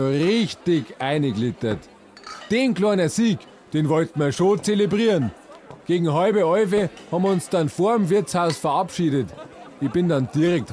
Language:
Bavarian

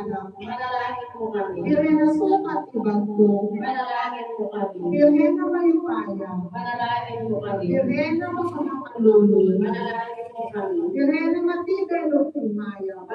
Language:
Pampanga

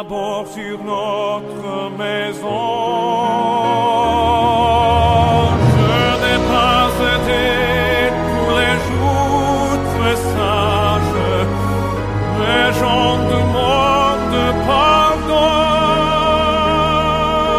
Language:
French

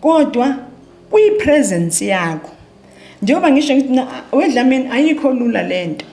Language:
Zulu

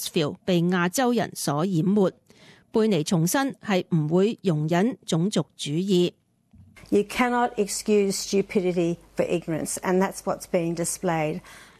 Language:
Cantonese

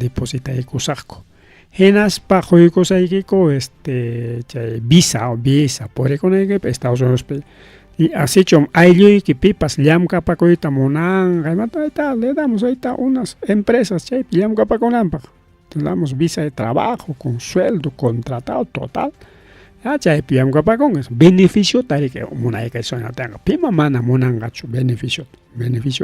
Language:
Ayacucho Quechua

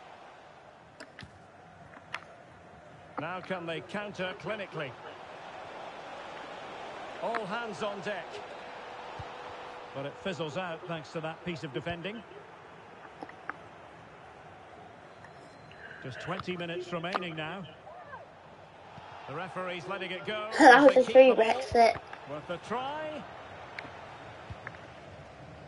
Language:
English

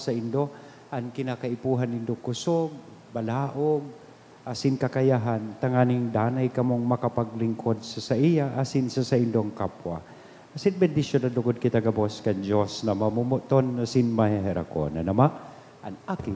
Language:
Bikol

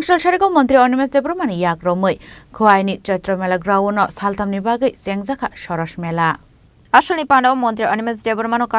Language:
Kok Borok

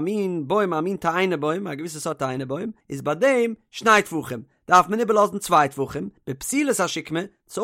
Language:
Yiddish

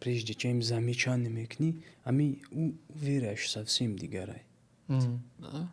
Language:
Tajik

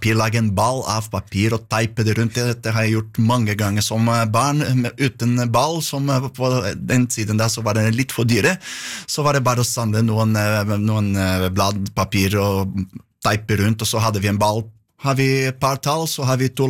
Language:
Norwegian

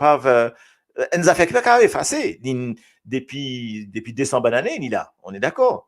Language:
Morisyen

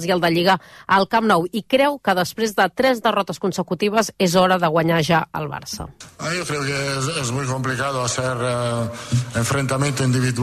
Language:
Catalan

